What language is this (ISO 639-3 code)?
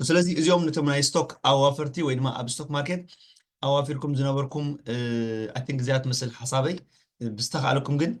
tir